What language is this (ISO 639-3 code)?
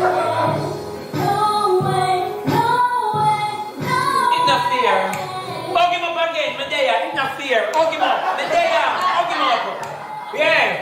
jam